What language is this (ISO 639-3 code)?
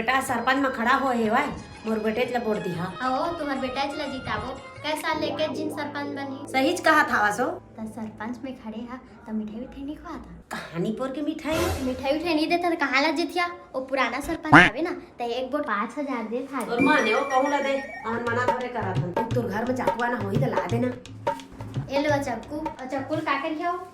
hne